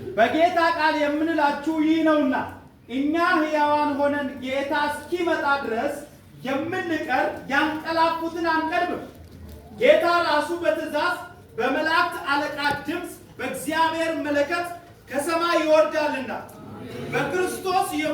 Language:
Amharic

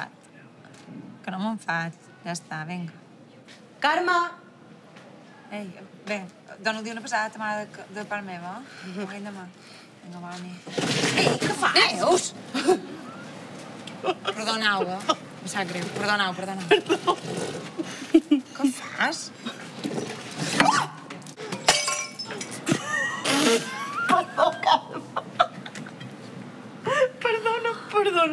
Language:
Catalan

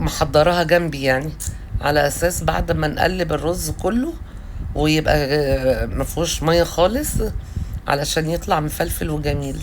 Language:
Egyptian Arabic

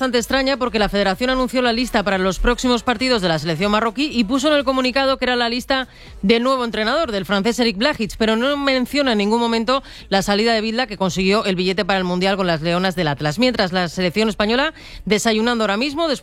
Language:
Spanish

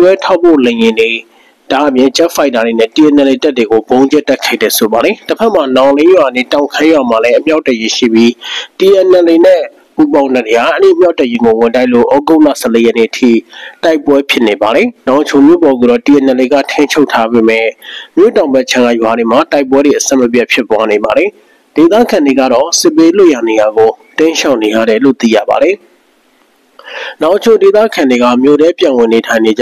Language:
Burmese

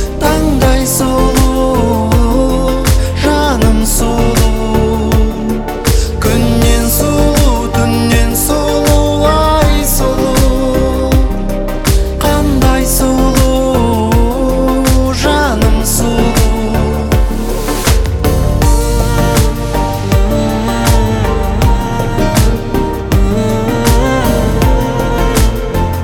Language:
Kazakh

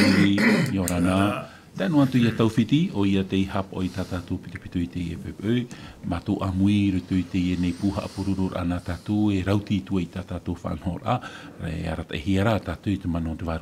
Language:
Tahitian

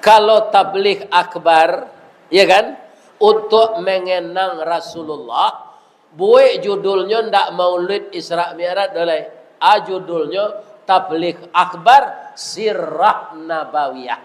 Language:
Minangkabau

